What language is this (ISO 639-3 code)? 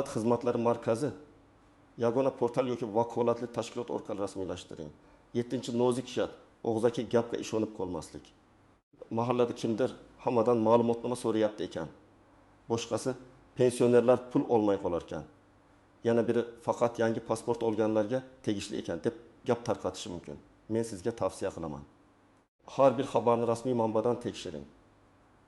uzb